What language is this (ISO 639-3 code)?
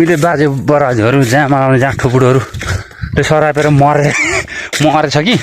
nep